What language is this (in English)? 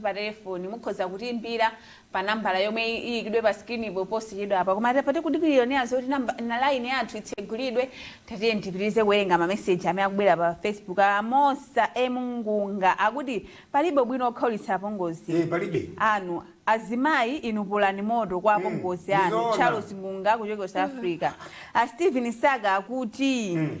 Nyanja